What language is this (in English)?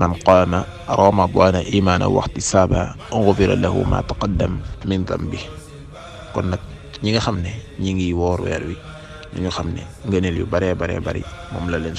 Wolof